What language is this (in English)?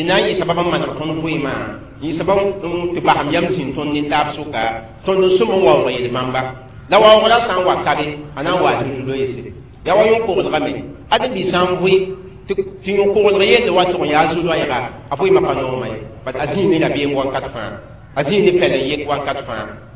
Mossi